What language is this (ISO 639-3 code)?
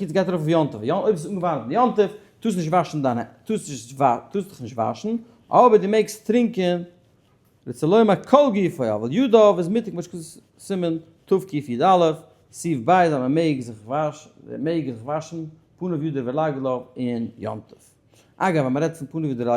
yid